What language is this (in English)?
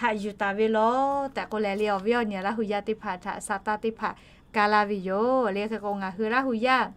Lahu